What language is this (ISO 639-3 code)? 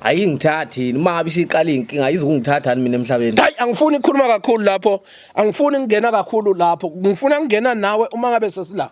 zul